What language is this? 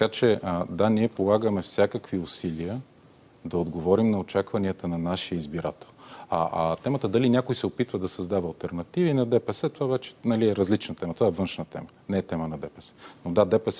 Bulgarian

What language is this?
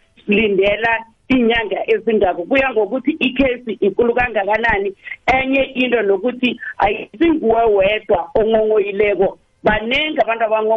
South Ndebele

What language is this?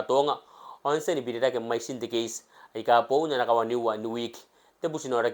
Gilbertese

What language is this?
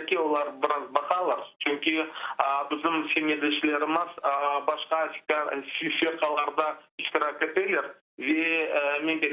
Crimean Tatar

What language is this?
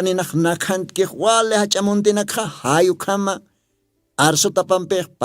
Aymara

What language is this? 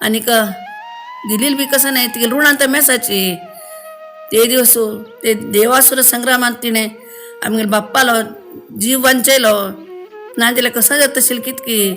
Konkani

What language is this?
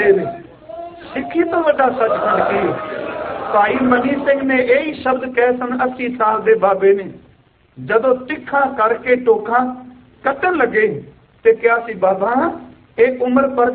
Punjabi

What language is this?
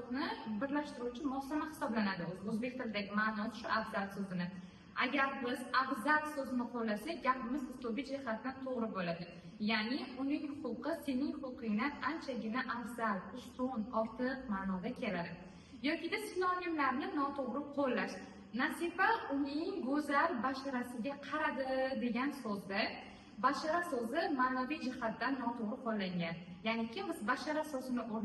Uzbek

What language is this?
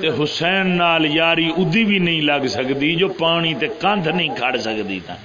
Saraiki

